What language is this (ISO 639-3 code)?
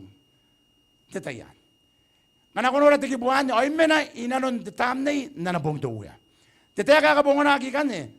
gil